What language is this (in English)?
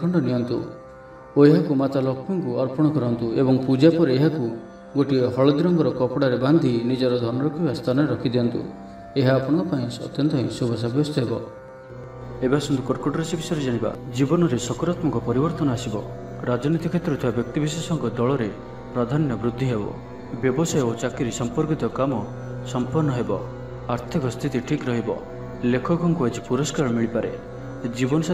Odia